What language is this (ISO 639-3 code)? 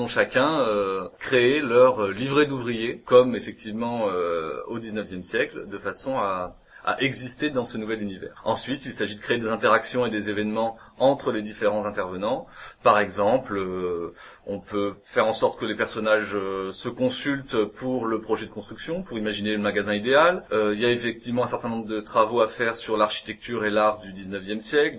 fra